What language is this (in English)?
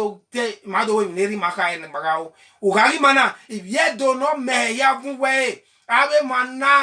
Bini